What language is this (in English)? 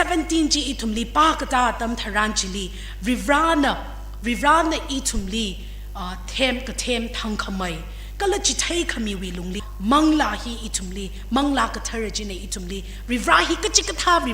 Tangkhul Naga (India)